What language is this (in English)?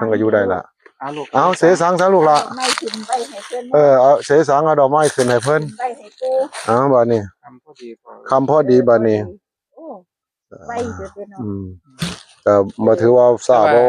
Northeastern Thai